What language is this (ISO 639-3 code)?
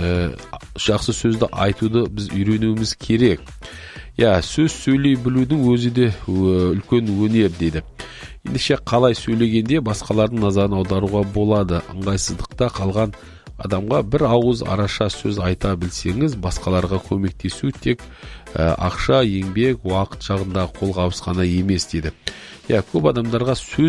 kaz